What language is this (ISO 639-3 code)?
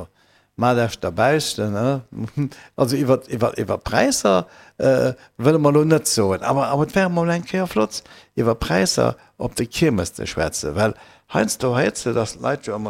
ltz